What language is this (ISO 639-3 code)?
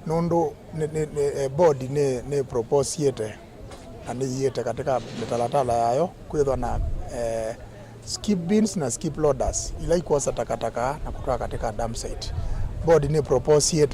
kam